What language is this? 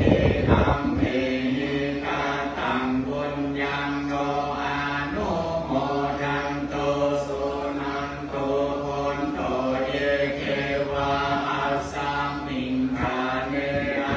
Pali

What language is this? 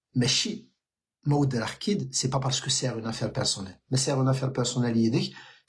Kabyle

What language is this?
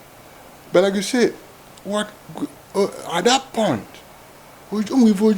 Igbo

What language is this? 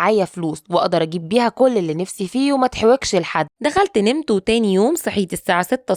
Egyptian Arabic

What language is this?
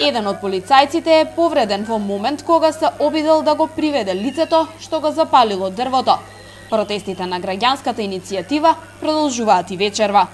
Macedonian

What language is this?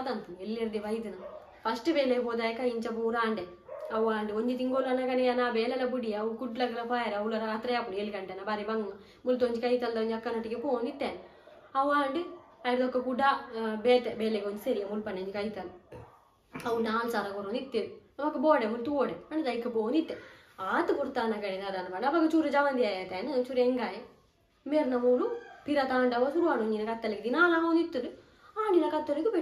Tulu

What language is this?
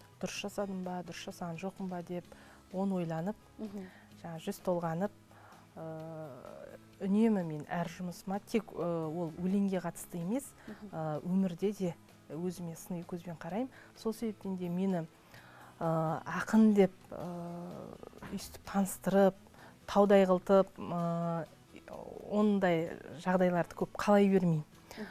Kazakh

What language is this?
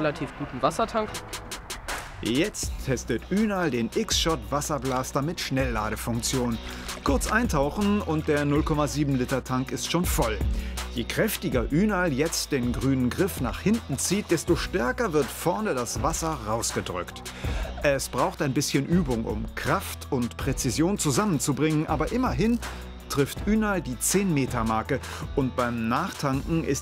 German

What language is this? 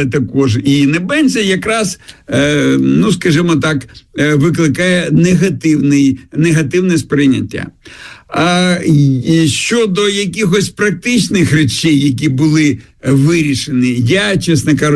Ukrainian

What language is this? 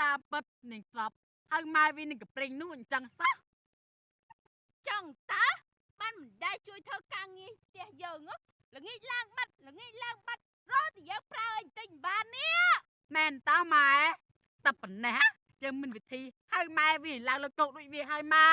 Khmer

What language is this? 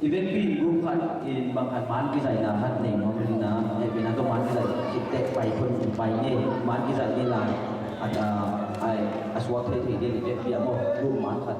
Tedim Chin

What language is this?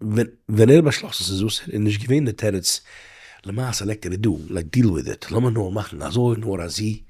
Yiddish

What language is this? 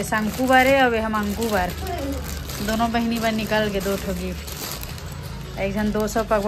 Chhattisgarhi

